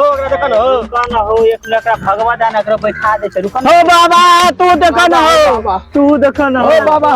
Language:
Maithili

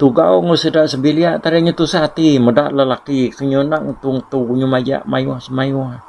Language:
Iban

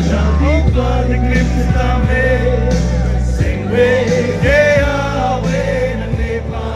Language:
Karbi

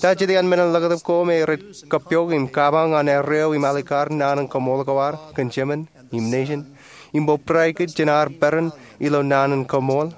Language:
Marshallese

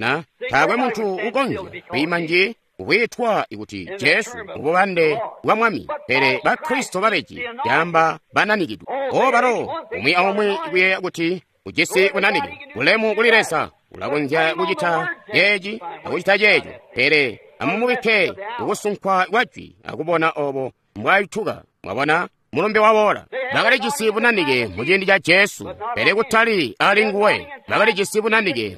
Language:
Tonga (Zambia)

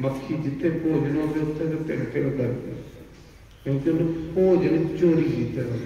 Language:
Dogri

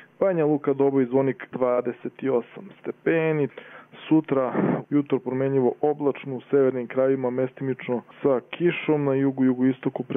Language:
Croatian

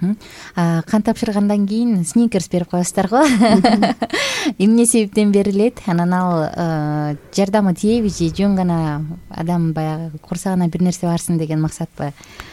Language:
Kyrgyz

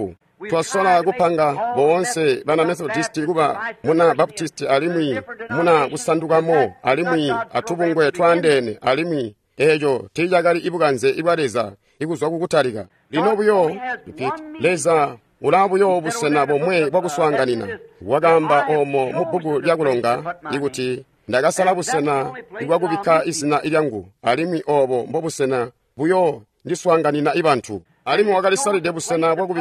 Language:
Tonga (Zambia)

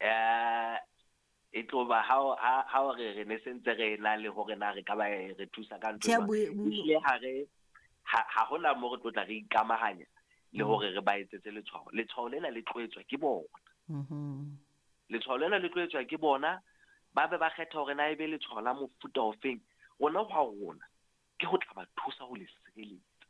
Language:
Southern Sotho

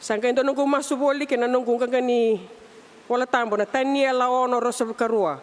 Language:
Fijian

